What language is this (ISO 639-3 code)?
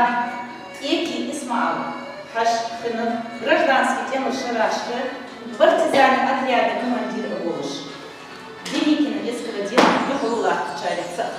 inh